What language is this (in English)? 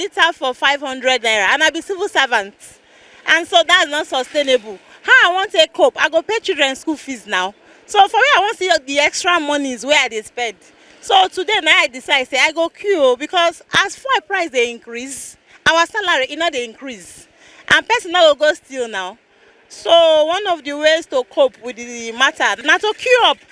Nigerian Pidgin